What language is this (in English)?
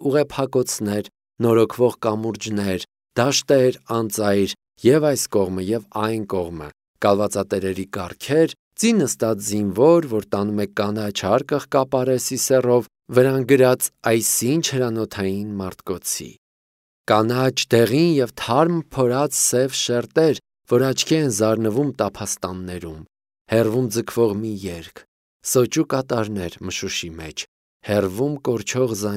Armenian